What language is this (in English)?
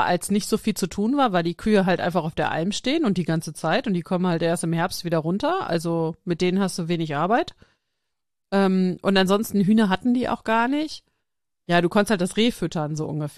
German